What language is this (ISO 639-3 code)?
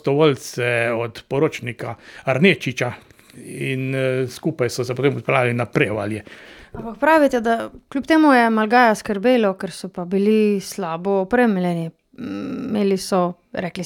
slv